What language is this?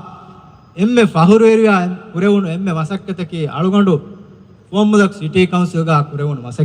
Divehi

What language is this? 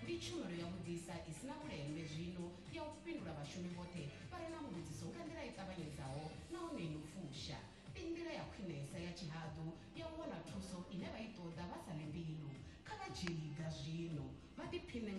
Venda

